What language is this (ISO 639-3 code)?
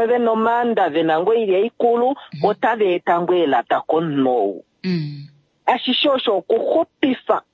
kua